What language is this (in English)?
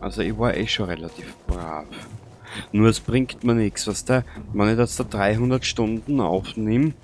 Bavarian